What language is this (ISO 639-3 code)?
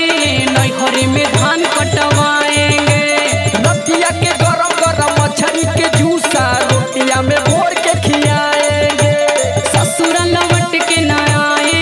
bho